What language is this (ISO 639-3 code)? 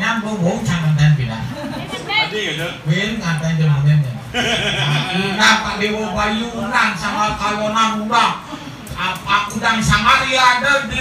ban